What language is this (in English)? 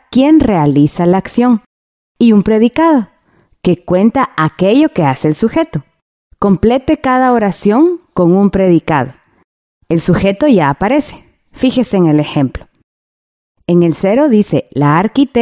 Spanish